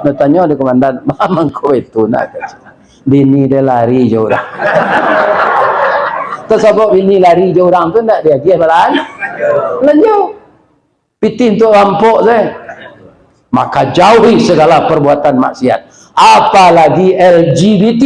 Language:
Minangkabau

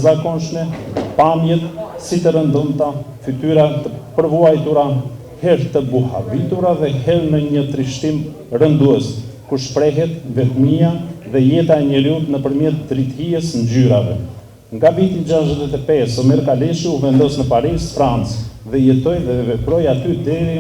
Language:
Albanian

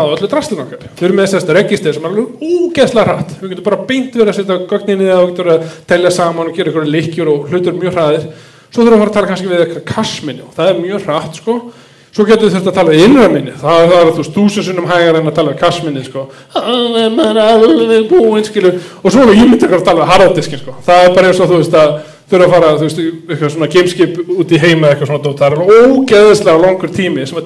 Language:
Icelandic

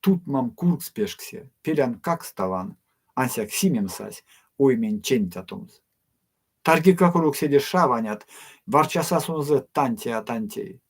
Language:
Erzya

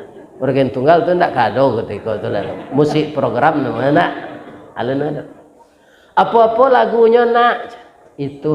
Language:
Minangkabau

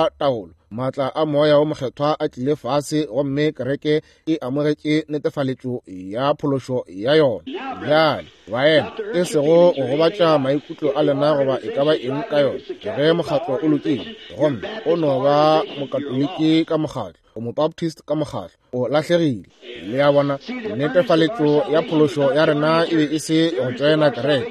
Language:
Northern Sotho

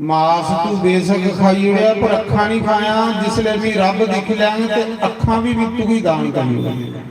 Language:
Dogri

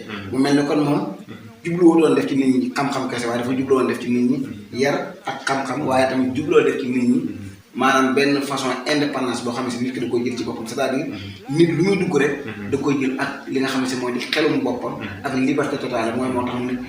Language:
Wolof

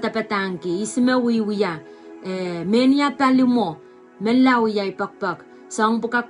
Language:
Pohnpeian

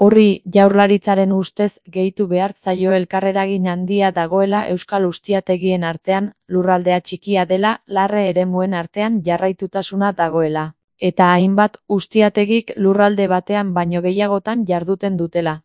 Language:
Basque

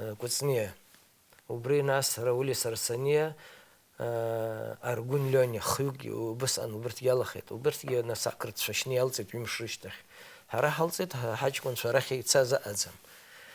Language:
Abkhazian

